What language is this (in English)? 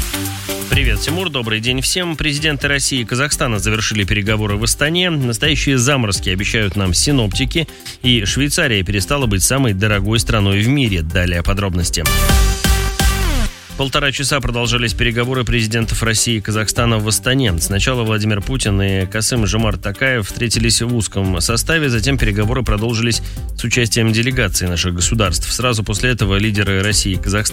Russian